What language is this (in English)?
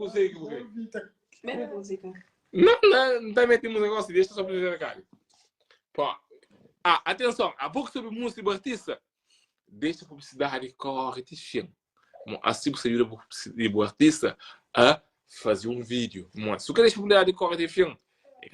Kabuverdianu